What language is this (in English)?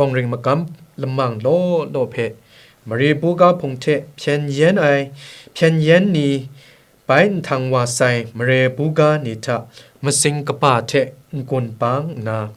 Kachin